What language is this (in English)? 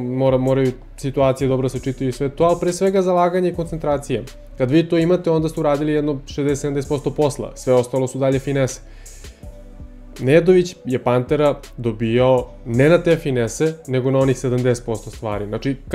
Serbian